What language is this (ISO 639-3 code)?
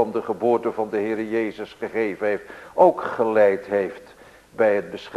nld